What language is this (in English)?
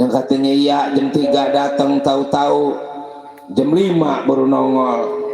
Betawi